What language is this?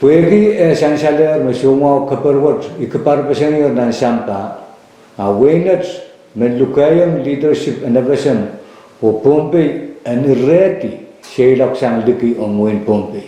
Pohnpeian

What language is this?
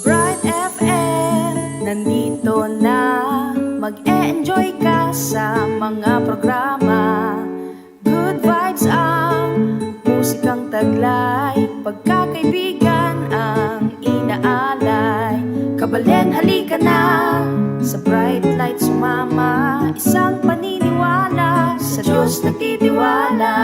Pampanga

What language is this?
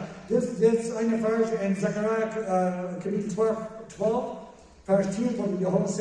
Plautdietsch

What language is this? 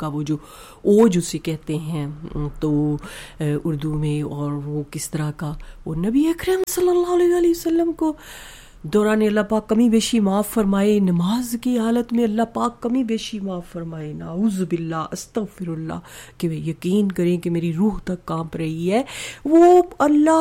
Urdu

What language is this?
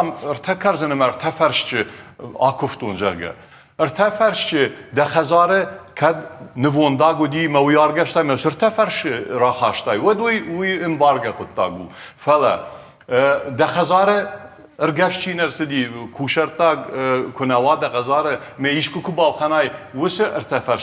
Ossetic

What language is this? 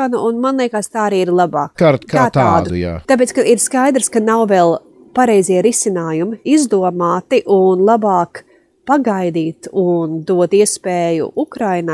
Latvian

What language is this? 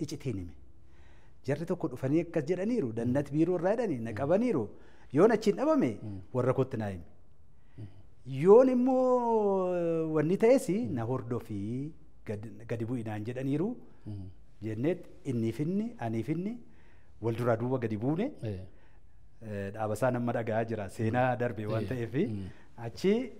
Oromo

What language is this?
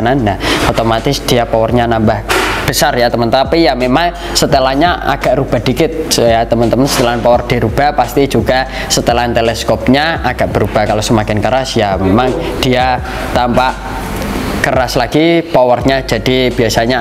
Indonesian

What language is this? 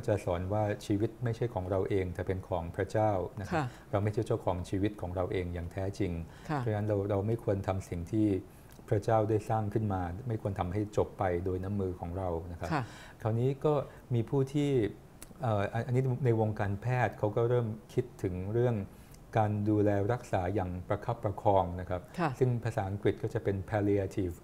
Thai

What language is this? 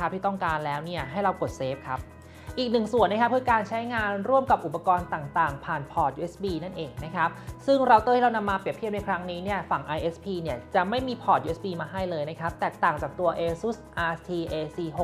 Thai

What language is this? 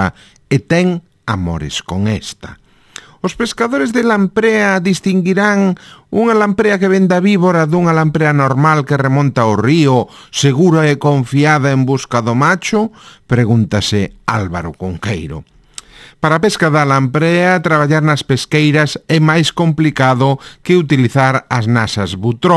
Galician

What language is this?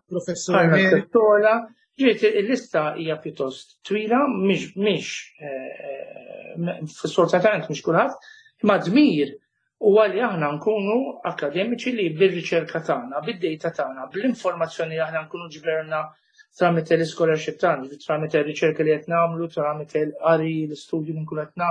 Maltese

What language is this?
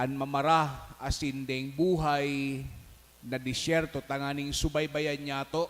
Bikol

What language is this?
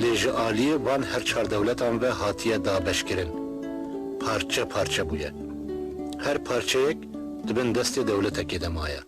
Kurdish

